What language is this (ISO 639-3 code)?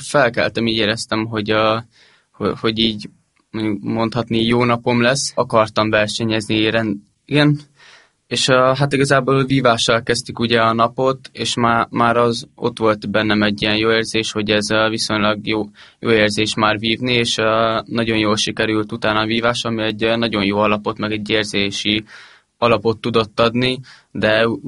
hun